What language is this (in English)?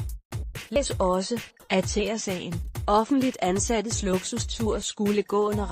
Danish